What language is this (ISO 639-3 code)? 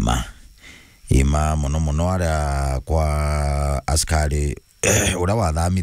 mer